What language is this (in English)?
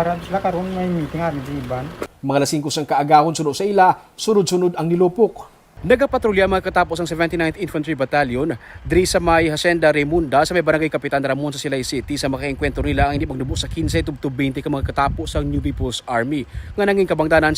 Hiligaynon